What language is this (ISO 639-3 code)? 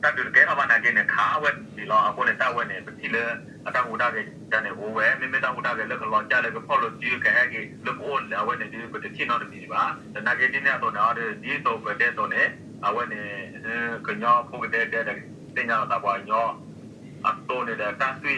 ksw